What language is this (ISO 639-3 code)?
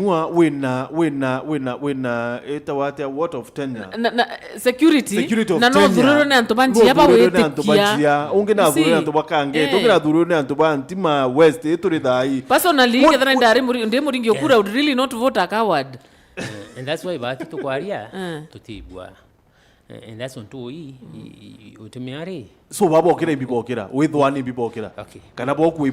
mer